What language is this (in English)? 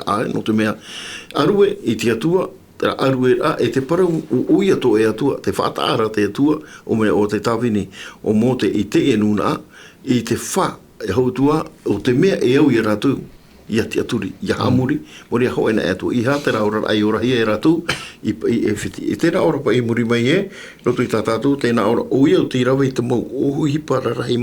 Tahitian